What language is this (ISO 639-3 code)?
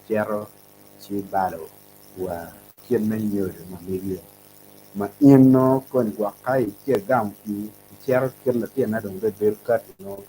ach